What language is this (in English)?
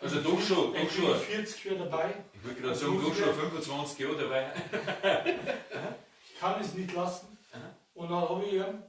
Bavarian